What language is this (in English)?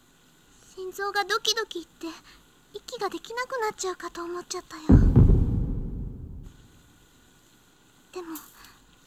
Japanese